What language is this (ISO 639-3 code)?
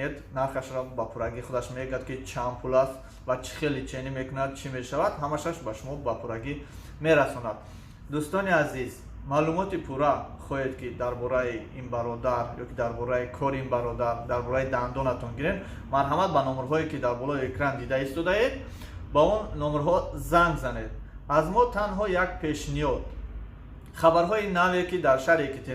tgk